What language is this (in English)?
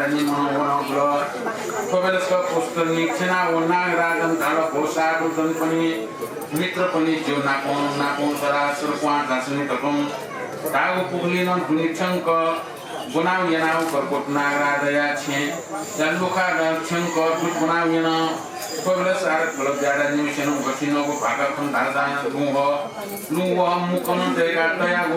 Newari